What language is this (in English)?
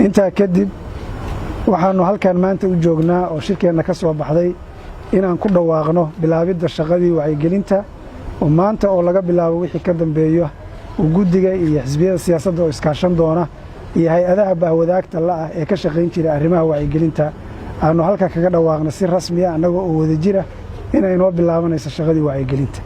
Somali